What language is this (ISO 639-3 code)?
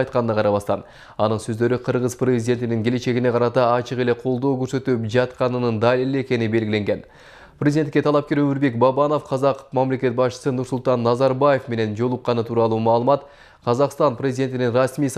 kir